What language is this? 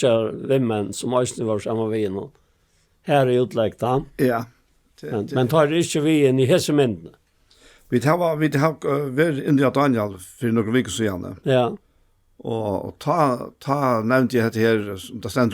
Faroese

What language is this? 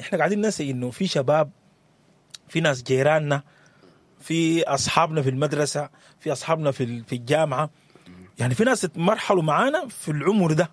Sudanese Arabic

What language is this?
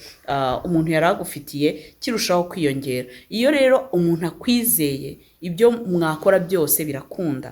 Kinyarwanda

